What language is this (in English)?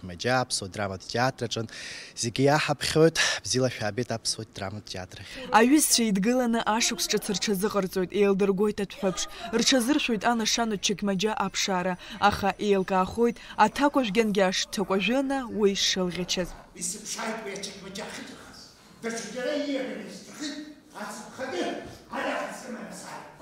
Abkhazian